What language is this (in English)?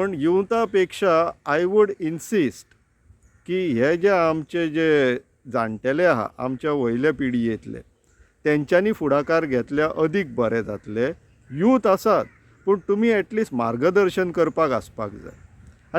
Konkani